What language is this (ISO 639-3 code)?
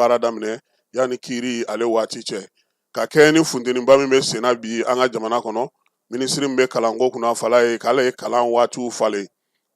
bam